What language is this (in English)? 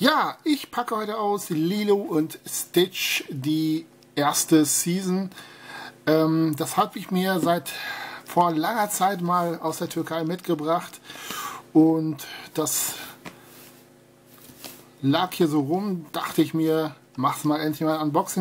German